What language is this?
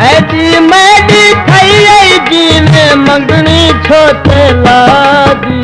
Saraiki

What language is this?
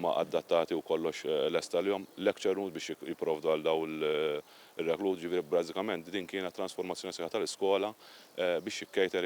Maltese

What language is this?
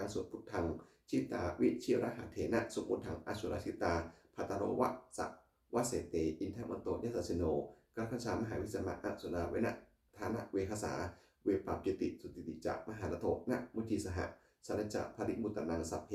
Pali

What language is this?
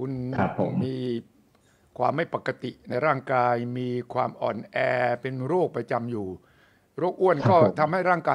Thai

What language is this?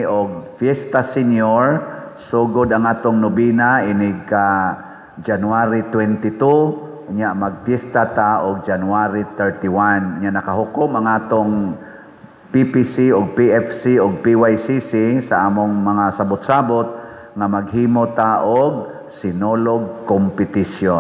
Cebuano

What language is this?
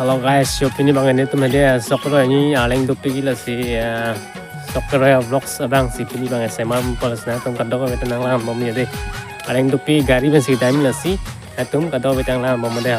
Karbi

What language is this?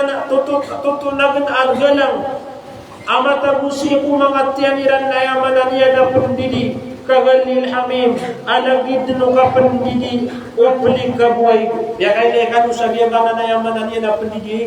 Maranao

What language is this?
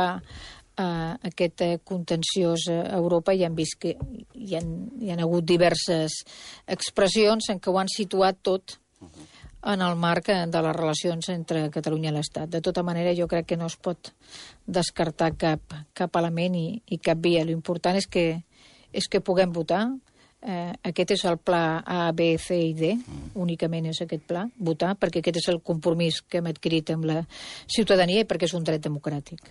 Catalan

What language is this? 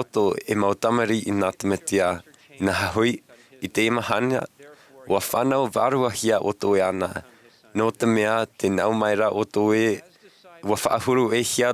Tahitian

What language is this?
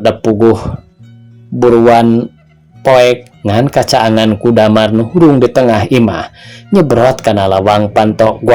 Sundanese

